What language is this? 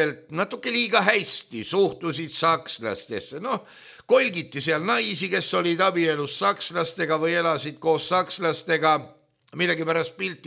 Estonian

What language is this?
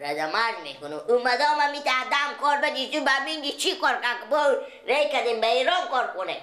Persian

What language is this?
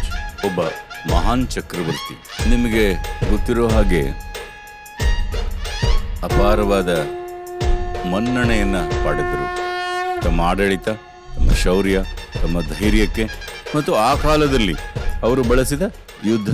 Kannada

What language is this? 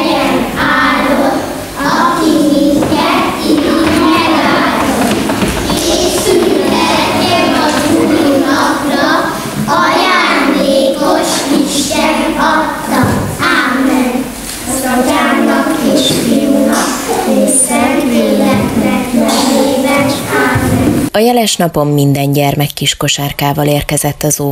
Hungarian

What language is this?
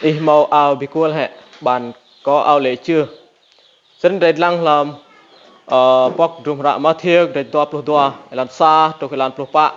Rade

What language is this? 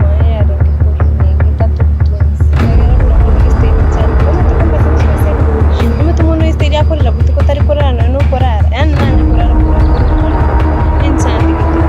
Gusii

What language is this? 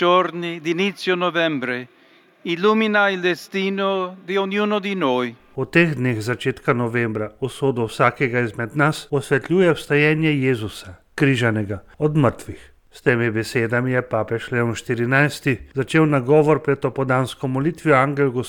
Slovenian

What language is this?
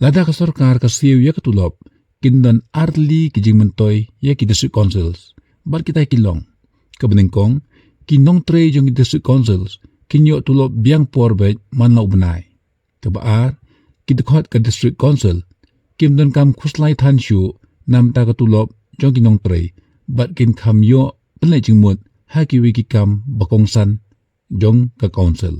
Khasi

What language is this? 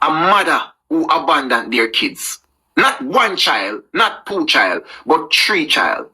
Jamaican Creole English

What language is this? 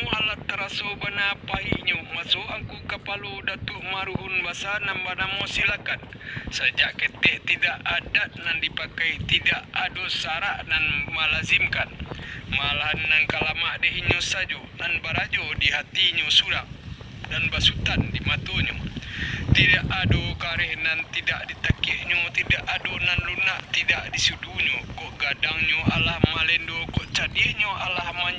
Minangkabau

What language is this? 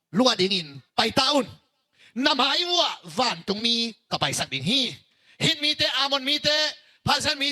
Tedim Chin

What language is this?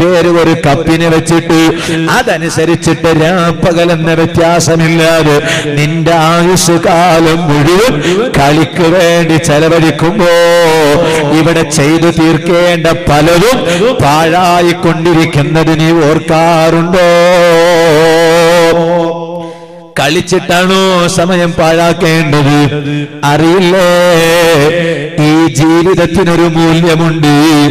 Malayalam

